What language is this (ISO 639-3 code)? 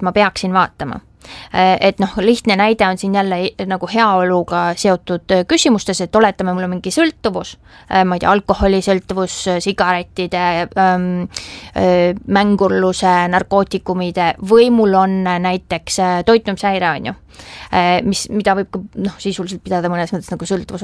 est